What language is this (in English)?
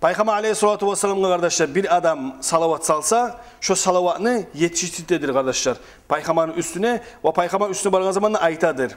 Kumyk